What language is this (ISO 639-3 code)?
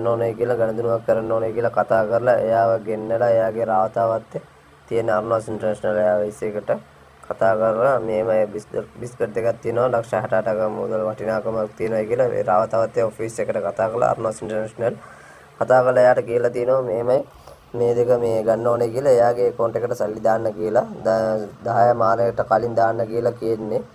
sin